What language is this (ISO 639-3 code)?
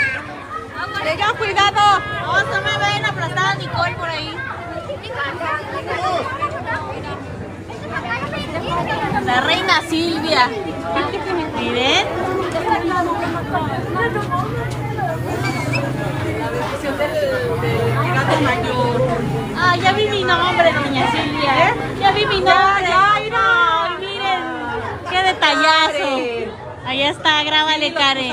spa